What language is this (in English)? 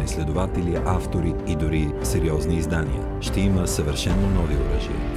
Bulgarian